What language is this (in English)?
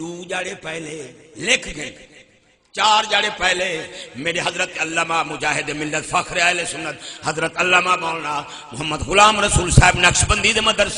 Saraiki